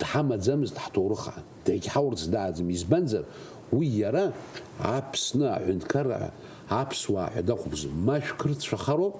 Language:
Abkhazian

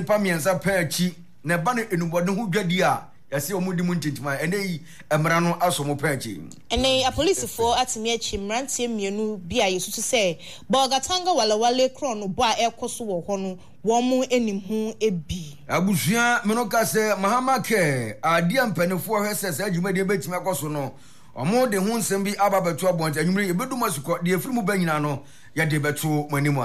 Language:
Akan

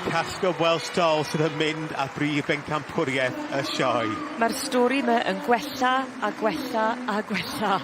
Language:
Welsh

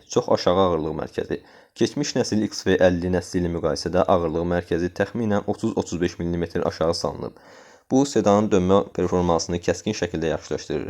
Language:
Azerbaijani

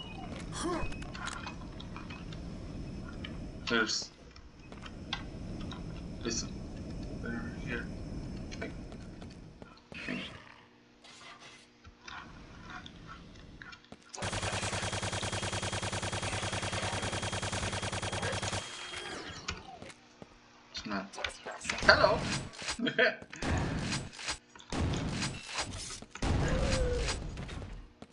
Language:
English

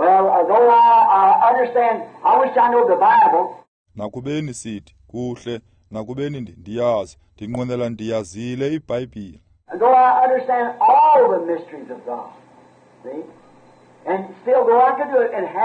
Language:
Xhosa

